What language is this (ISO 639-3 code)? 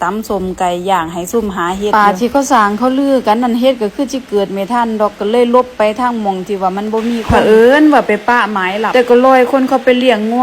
tts